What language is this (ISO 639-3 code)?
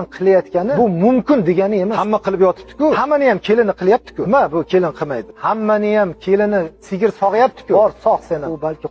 uzb